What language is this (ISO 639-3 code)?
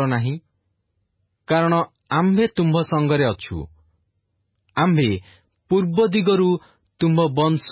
ori